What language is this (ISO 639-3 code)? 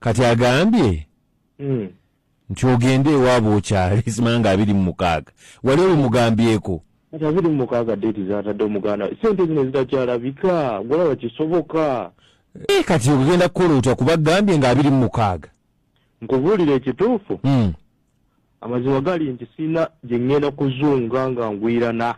lug